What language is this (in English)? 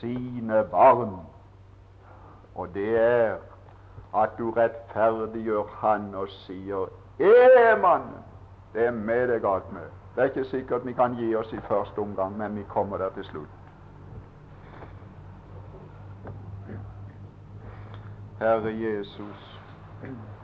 Norwegian